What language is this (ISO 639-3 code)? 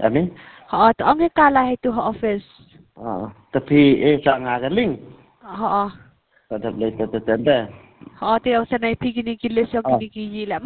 kha